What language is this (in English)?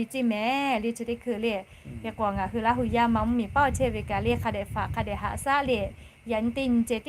Lahu